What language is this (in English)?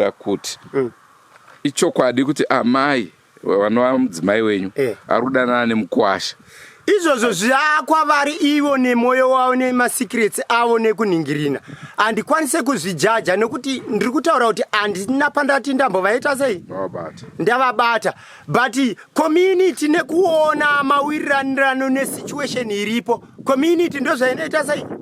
Shona